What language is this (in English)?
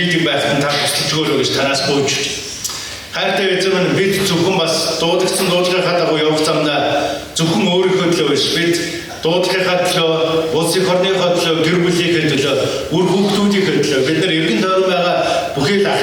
Mongolian